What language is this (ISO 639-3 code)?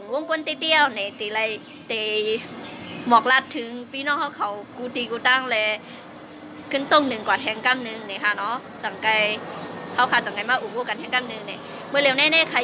shn